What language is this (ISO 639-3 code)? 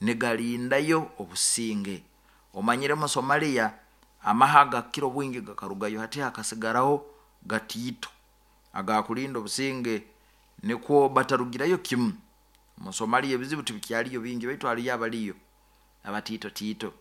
nyo